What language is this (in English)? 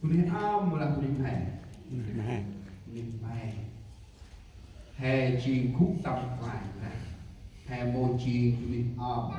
Central Mnong